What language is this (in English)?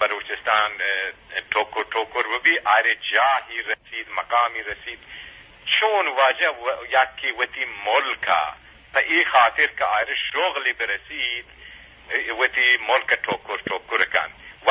Eastern Balochi